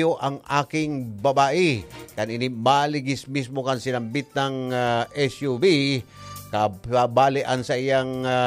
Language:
Bikol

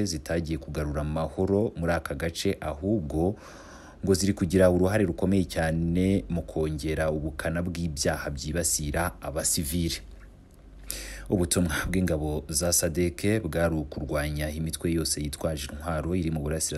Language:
Kinyarwanda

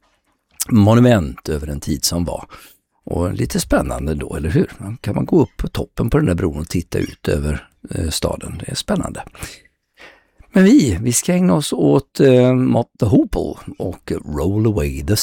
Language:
Swedish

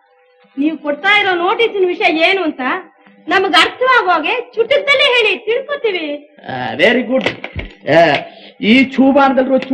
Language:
Kannada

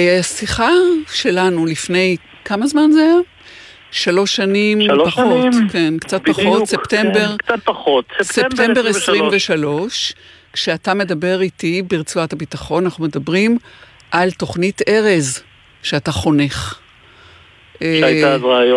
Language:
Hebrew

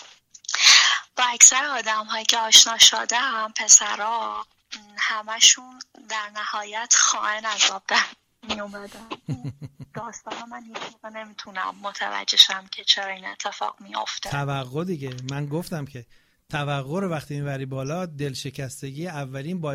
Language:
Persian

